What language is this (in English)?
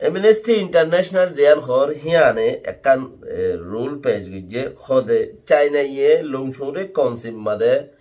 Rohingya